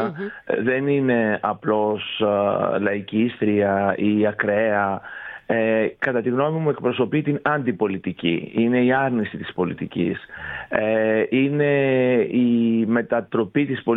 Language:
Greek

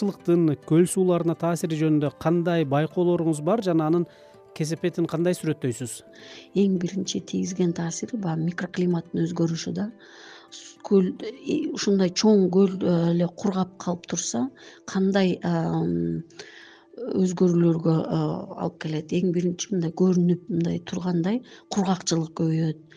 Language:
Kyrgyz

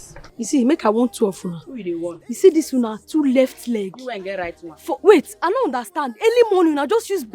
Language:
Nigerian Pidgin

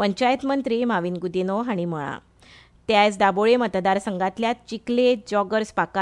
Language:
Konkani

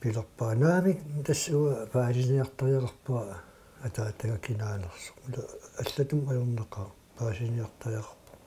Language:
Kalaallisut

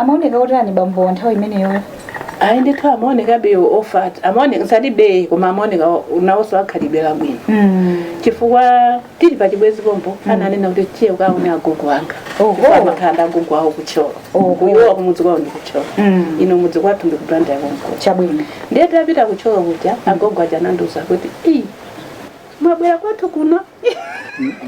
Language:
Nyanja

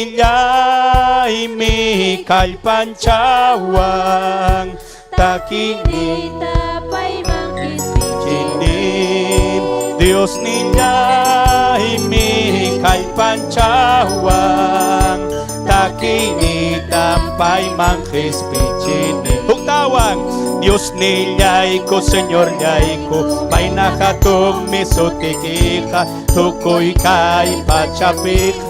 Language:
Ayacucho Quechua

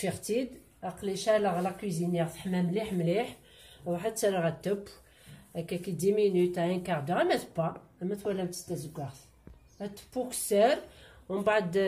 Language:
Kabyle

